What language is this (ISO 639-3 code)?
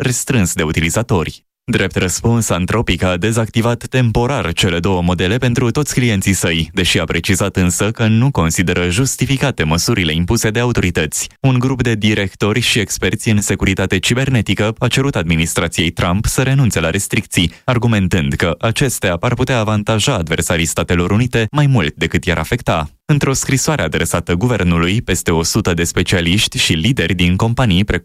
ron